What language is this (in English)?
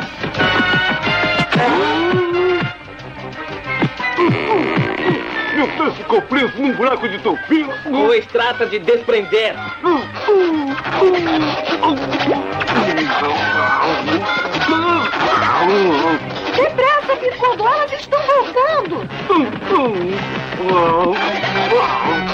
Portuguese